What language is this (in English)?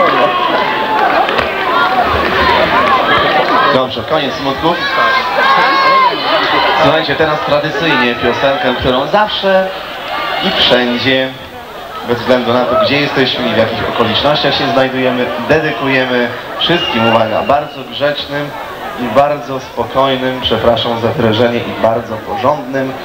Polish